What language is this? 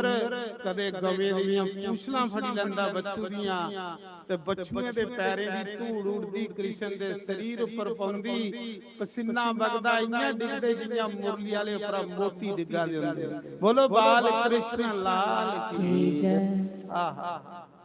Dogri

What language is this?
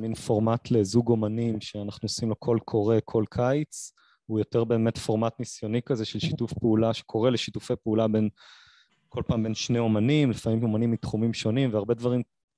Hebrew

